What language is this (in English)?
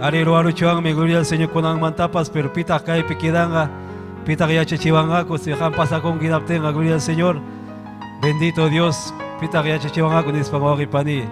Ayacucho Quechua